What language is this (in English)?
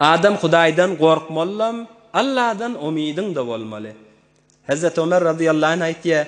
Turkmen